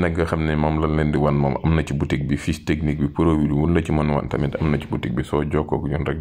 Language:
Wolof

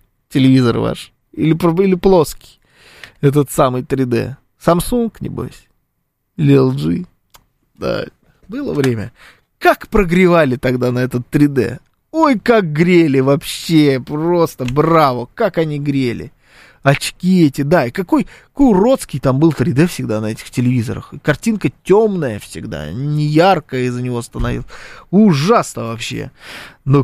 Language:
Russian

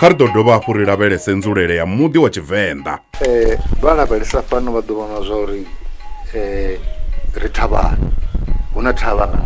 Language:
Venda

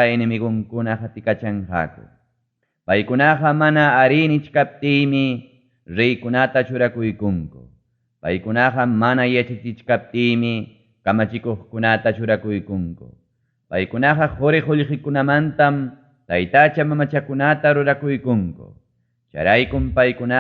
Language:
Ayacucho Quechua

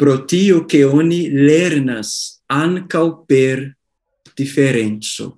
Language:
Esperanto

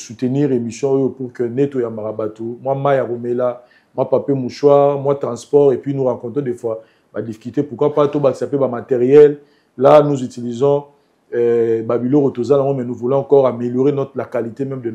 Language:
Lingala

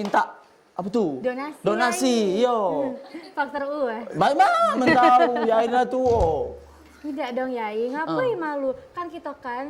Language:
Musi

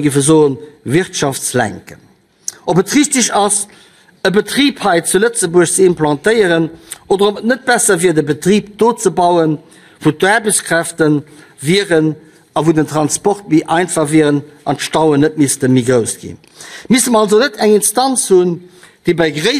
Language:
Luxembourgish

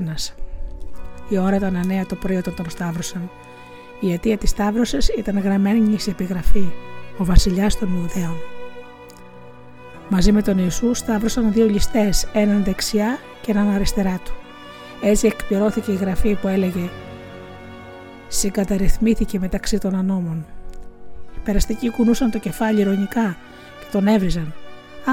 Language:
Greek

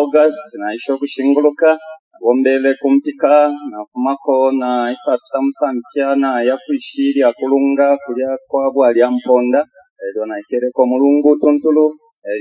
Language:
Bemba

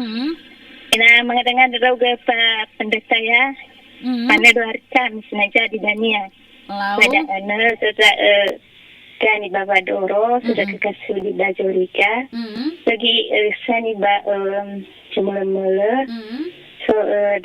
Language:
Nias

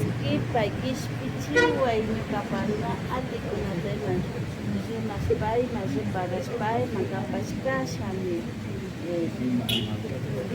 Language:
Imbabura Highland Quichua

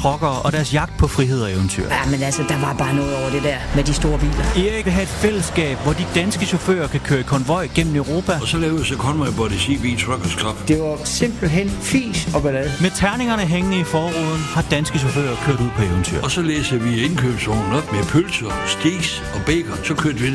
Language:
Danish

